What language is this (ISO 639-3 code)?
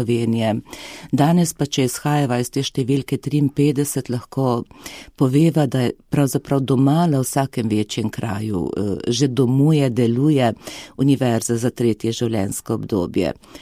slv